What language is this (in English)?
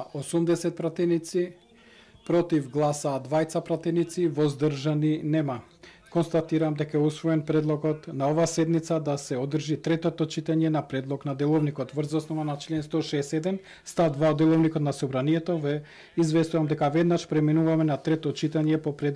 Macedonian